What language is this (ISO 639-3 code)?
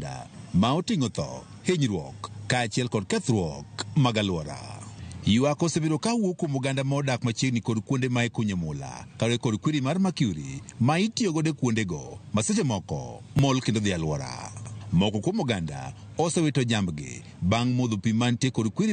luo